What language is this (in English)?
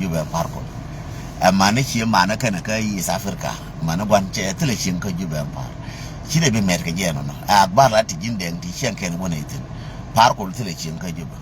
Nuer